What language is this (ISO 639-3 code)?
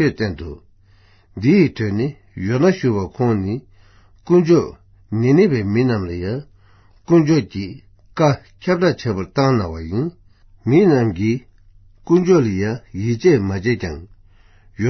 bod